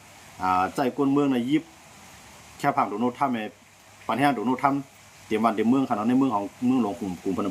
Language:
Shan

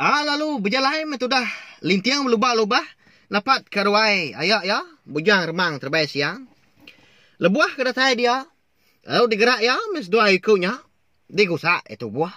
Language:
Iban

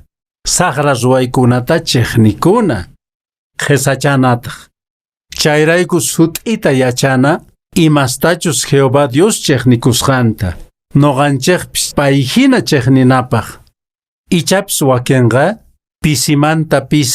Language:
Quechua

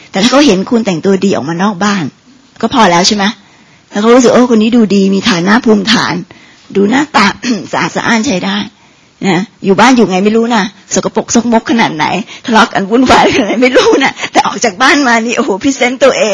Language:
Thai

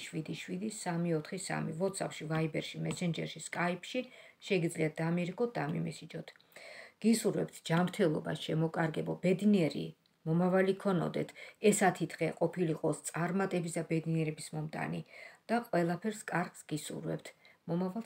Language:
Georgian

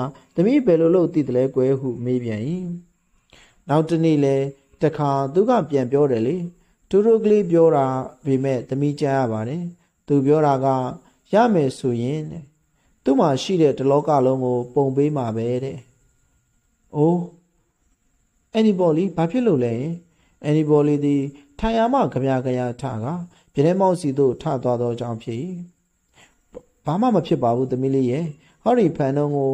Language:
Burmese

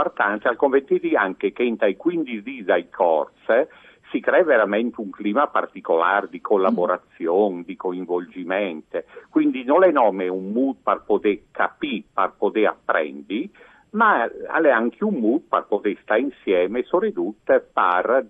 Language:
Friulian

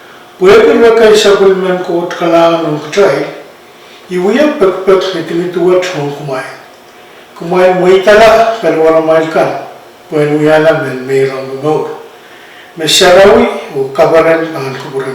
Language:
Pohnpeian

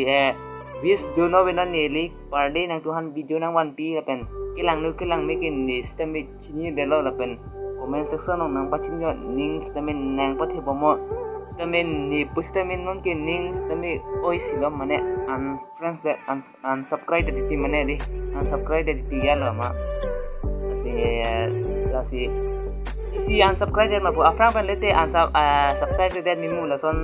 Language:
Karbi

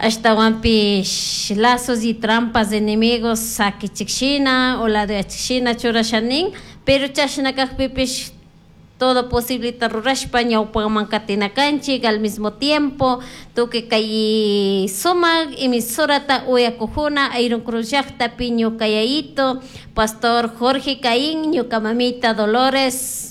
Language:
Chimborazo Highland Quichua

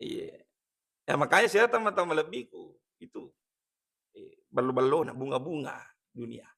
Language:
Buginese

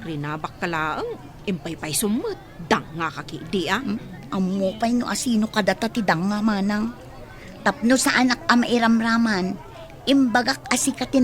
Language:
Iloko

